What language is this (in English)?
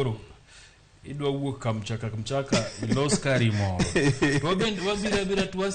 Luo (Kenya and Tanzania)